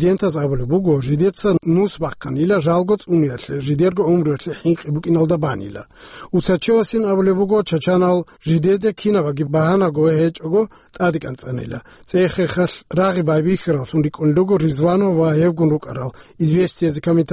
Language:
Avaric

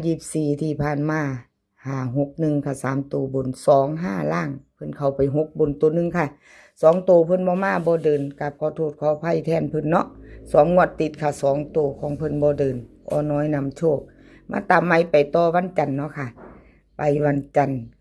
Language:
Northeastern Thai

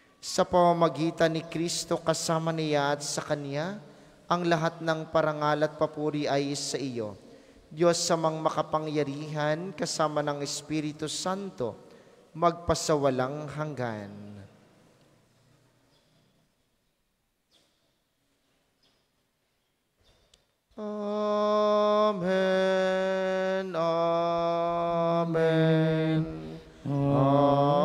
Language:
Filipino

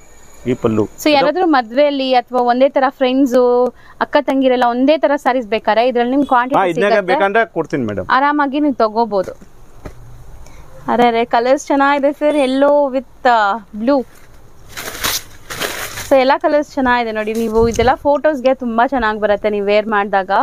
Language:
Kannada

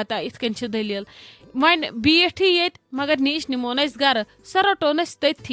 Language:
Kashmiri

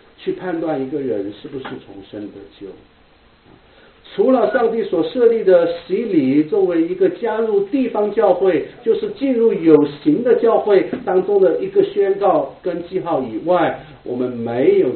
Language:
Chinese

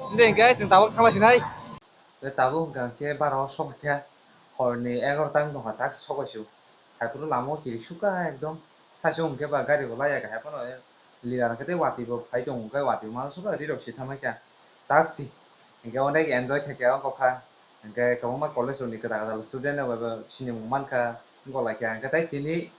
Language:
Kok Borok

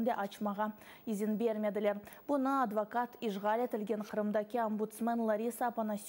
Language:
Crimean Tatar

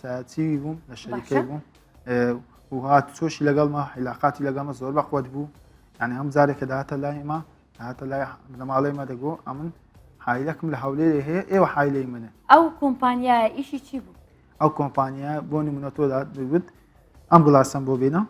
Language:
Central Kurdish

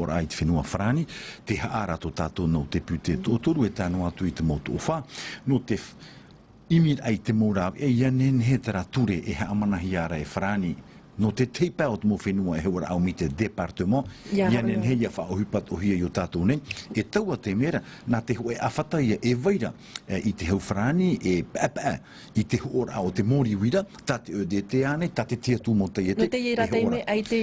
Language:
Tahitian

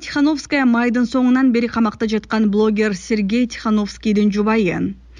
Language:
Kyrgyz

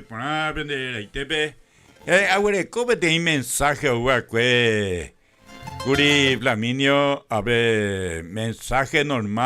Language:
Guarani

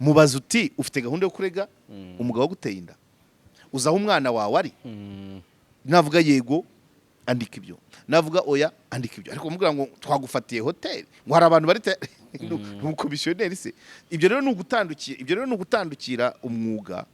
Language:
Kinyarwanda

